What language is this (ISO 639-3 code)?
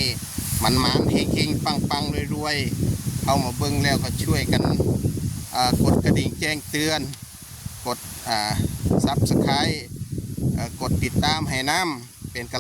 tts